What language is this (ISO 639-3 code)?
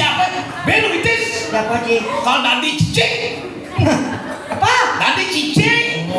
ban